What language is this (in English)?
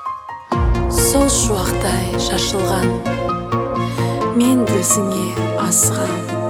Kazakh